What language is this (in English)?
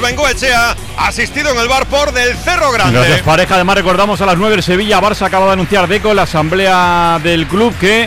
Spanish